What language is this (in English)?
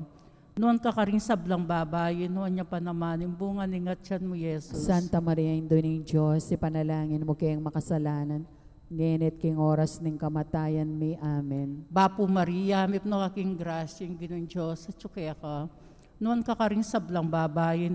Pampanga